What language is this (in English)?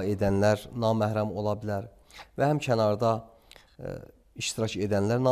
Azerbaijani